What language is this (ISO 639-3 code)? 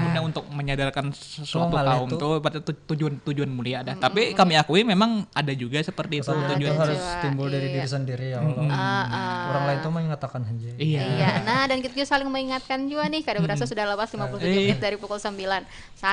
bjn